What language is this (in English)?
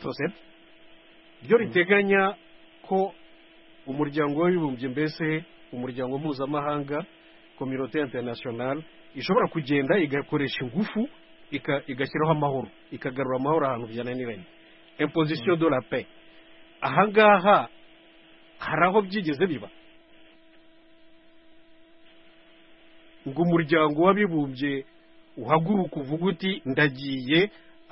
Kinyarwanda